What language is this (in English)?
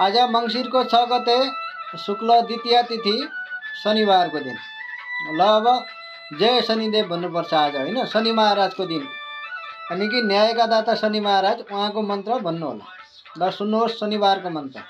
Nepali